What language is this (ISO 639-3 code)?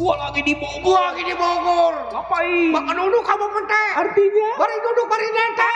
bew